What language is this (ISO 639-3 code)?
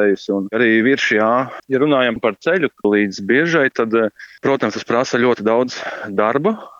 lav